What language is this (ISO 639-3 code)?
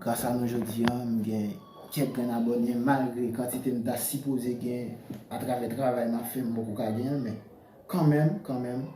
hat